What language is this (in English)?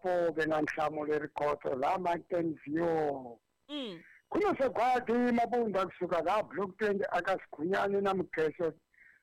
Tsonga